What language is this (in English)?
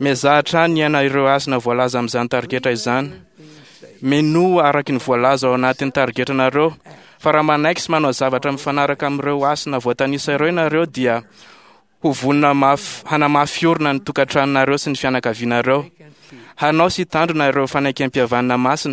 Malagasy